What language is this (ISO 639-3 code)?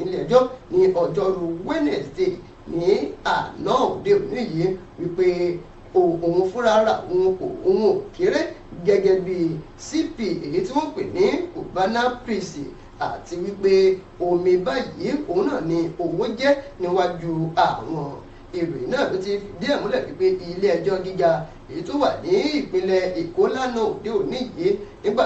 yor